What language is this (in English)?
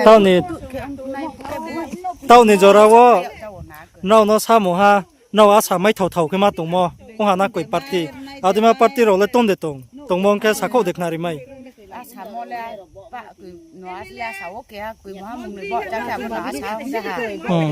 Riang (India)